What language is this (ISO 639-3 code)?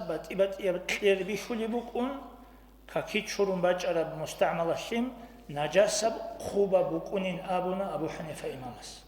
ava